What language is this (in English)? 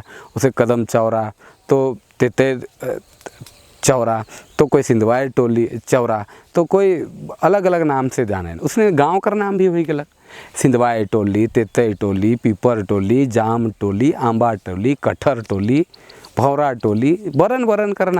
Sadri